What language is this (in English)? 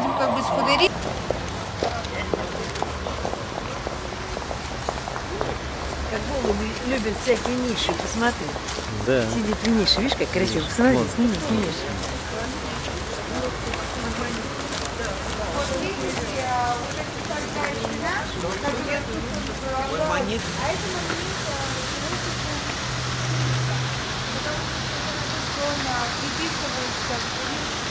Russian